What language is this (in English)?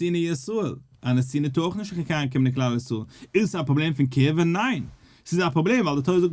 Yiddish